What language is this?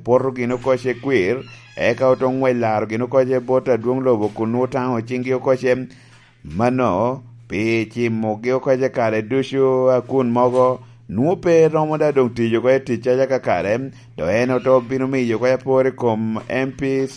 Lango (Uganda)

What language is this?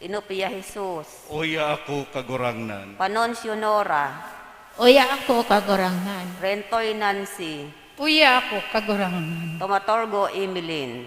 Bikol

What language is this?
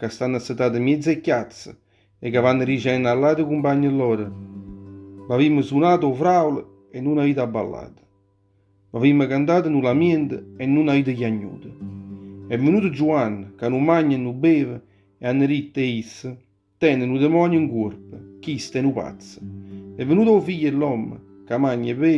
Neapolitan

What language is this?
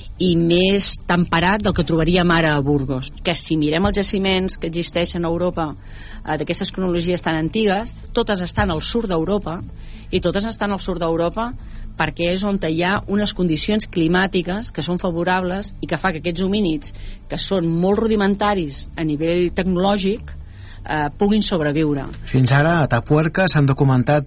Catalan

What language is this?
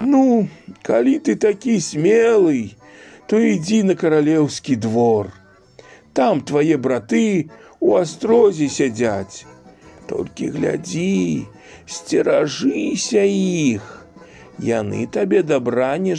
Belarusian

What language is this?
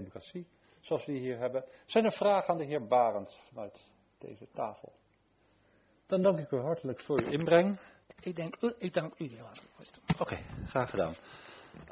Dutch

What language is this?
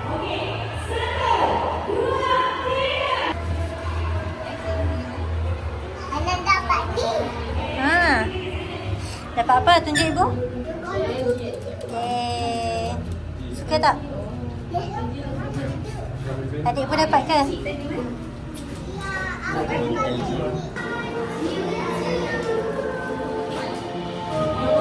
Malay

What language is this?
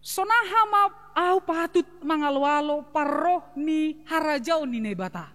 Batak Simalungun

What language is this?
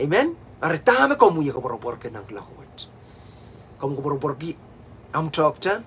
Pohnpeian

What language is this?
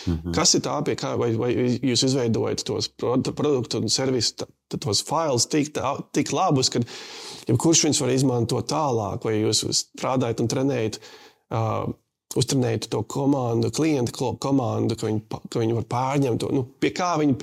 Latvian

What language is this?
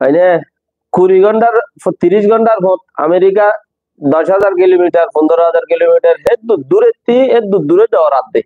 Rohingya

